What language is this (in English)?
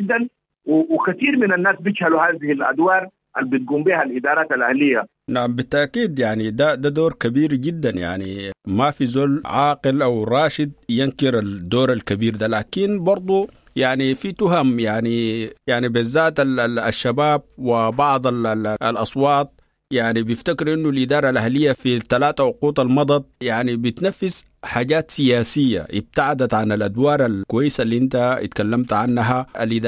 Sudanese Arabic